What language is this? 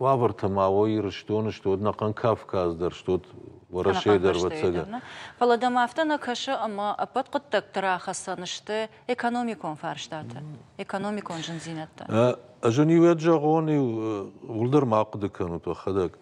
Ossetic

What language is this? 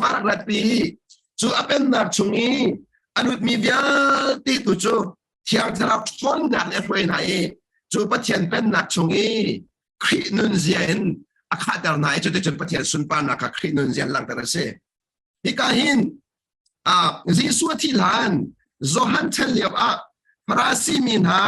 Hakha Chin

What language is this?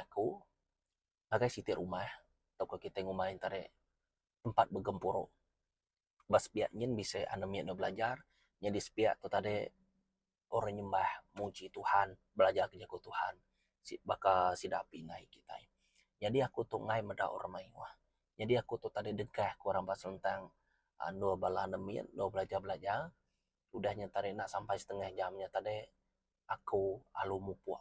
Iban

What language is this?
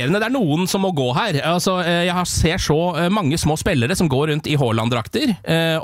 Norwegian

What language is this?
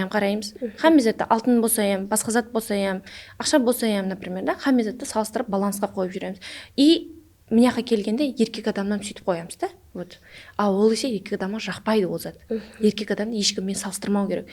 Kara-Kalpak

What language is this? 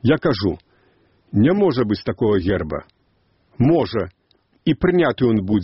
Belarusian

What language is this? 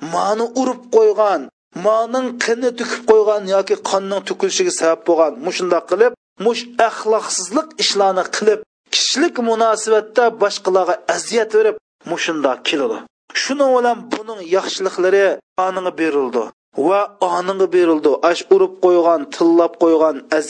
Uyghur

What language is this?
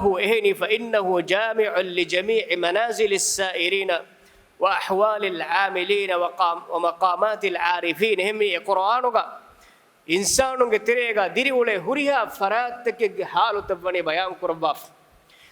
Divehi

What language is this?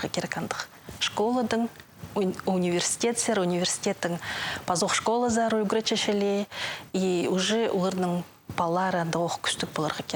Khakas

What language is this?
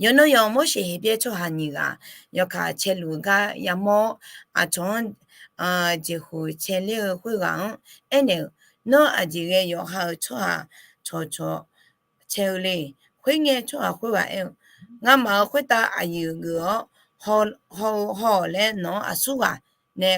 Akha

